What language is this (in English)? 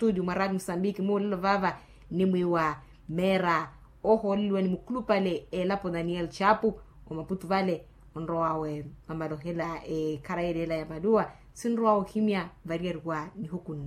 Makhuwa